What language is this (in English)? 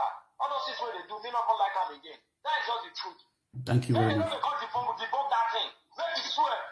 Nigerian Pidgin